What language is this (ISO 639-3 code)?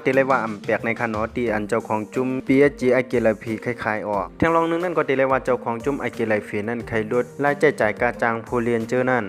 shn